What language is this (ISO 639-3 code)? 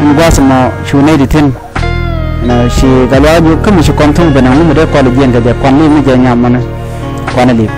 nus